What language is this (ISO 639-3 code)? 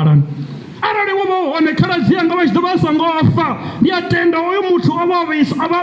ven